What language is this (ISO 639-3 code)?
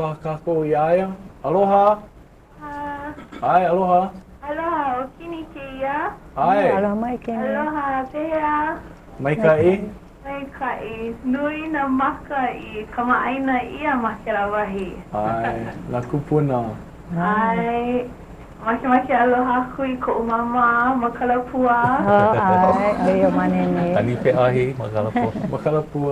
haw